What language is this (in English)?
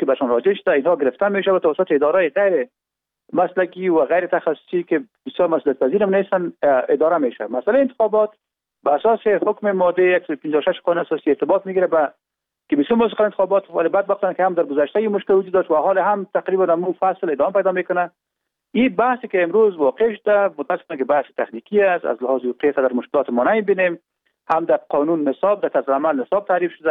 Persian